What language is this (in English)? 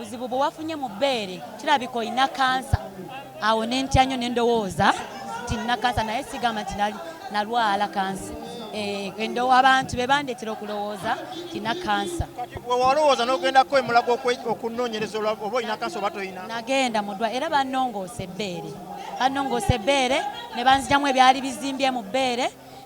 Ganda